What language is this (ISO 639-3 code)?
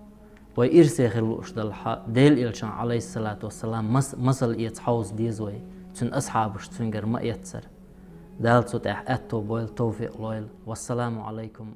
che